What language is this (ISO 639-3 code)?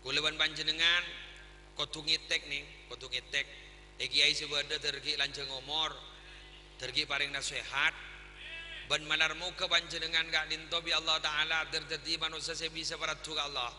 mad